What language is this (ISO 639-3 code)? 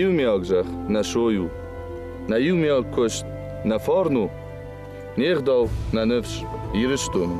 oss